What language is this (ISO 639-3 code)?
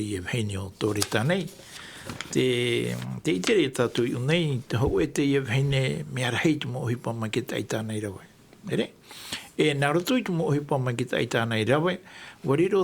tah